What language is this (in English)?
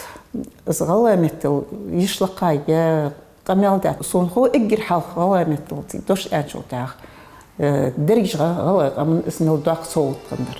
Ingush